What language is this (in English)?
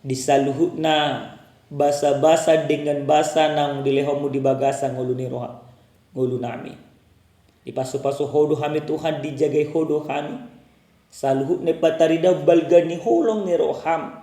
Batak Toba